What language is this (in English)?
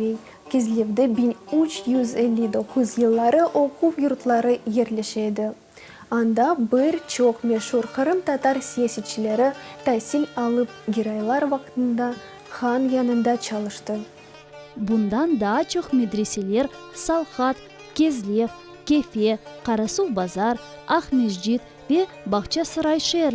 Crimean Tatar